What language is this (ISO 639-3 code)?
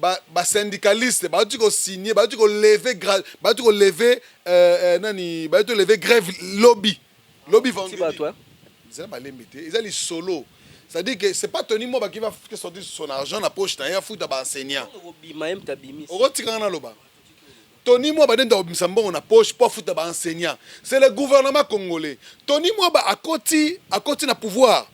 lin